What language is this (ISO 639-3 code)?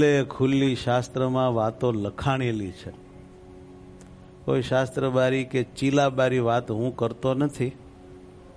guj